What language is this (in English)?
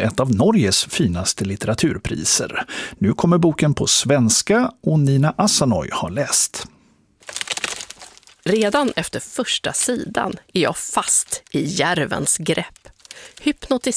Swedish